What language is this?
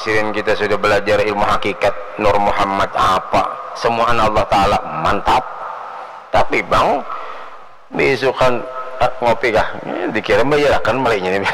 Banjar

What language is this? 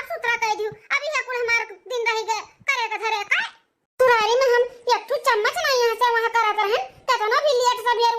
Awadhi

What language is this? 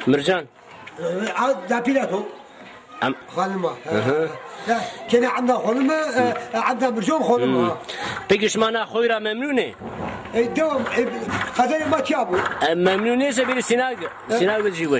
Zaza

